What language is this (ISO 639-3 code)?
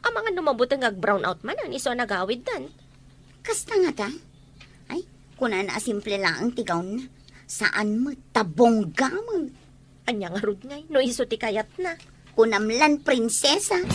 ilo